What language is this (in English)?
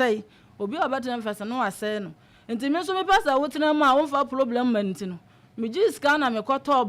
Akan